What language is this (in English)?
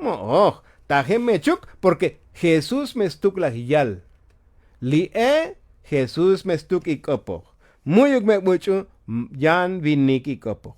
Tzotzil